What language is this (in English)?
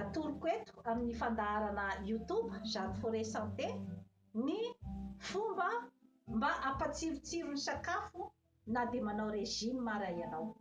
Malagasy